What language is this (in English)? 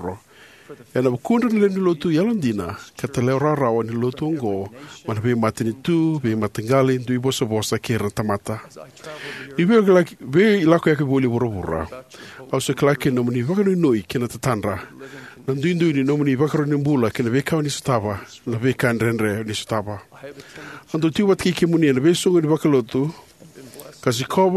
Fijian